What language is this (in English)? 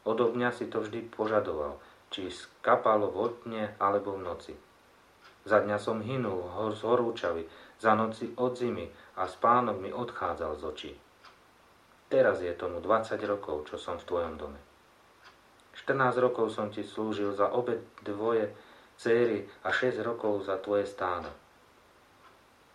Slovak